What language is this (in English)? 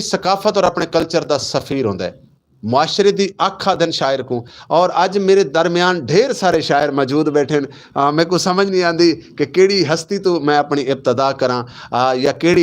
Saraiki